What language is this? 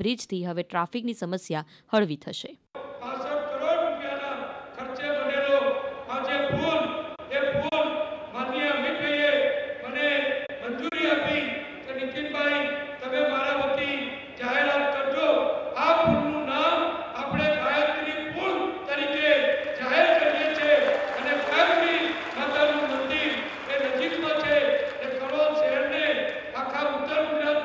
Gujarati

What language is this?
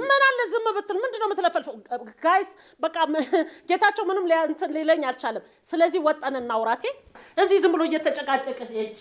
Amharic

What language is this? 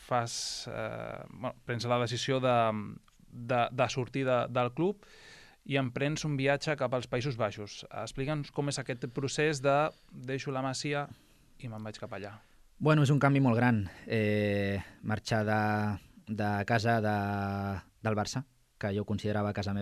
Catalan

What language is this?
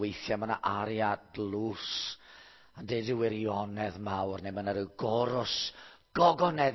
Welsh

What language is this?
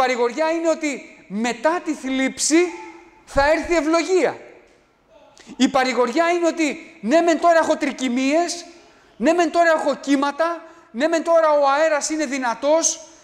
Greek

